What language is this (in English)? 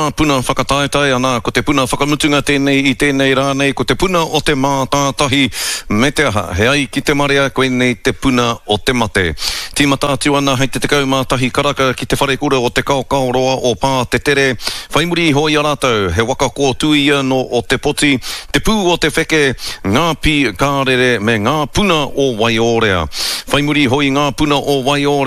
Māori